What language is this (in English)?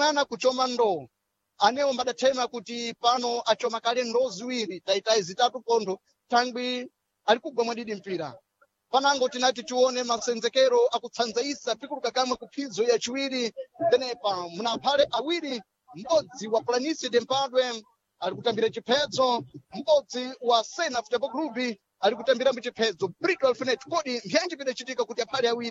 Sena